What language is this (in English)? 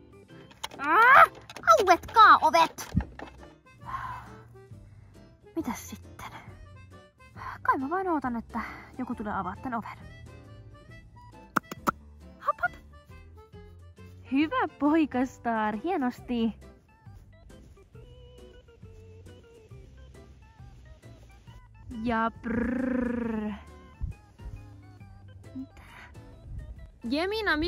Finnish